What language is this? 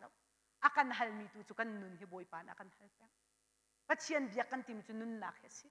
Hakha Chin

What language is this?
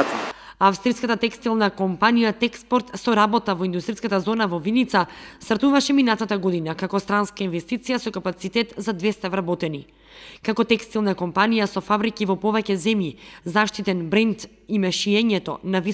Macedonian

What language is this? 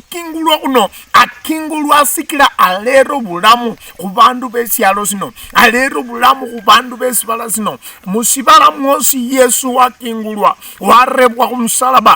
Luyia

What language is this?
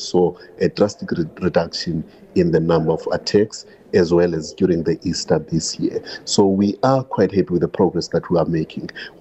English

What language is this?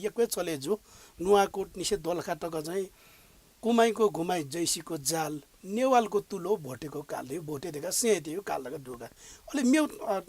Newari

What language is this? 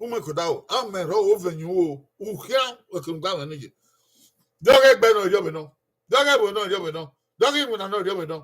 Bini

